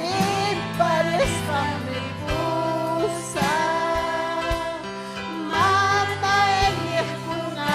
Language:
Ayacucho Quechua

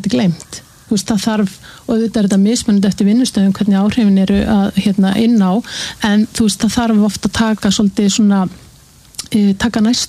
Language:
Icelandic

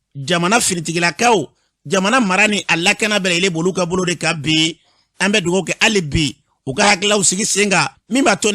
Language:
Bambara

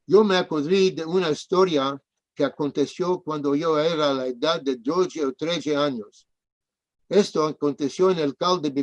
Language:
Ladino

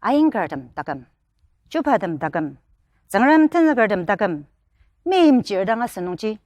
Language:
Ao Naga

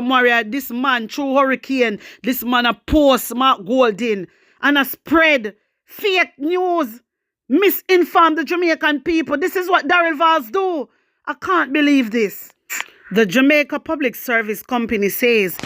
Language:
Jamaican Creole English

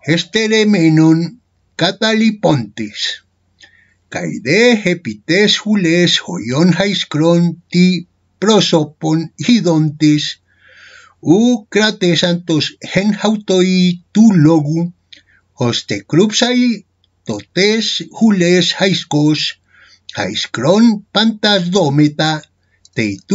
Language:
Ancient Greek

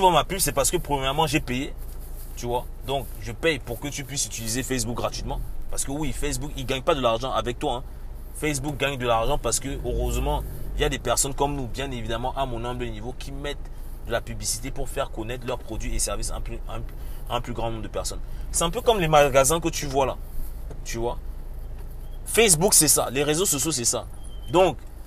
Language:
French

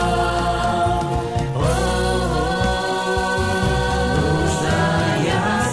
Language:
Bulgarian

